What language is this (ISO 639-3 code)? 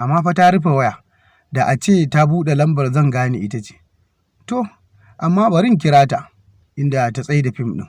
hau